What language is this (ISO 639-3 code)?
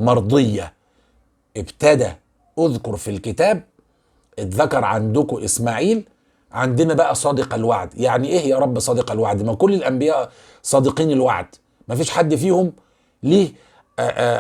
arz